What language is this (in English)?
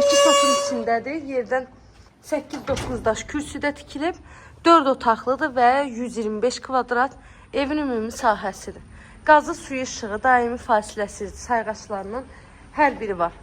Azerbaijani